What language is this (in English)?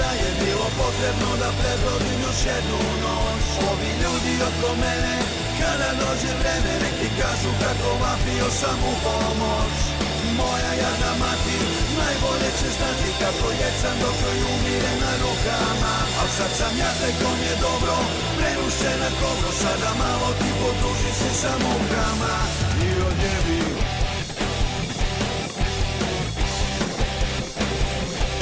Serbian